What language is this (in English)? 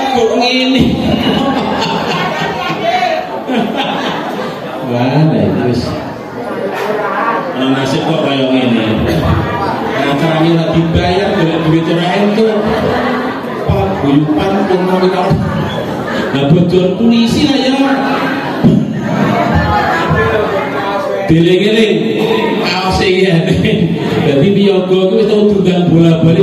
Javanese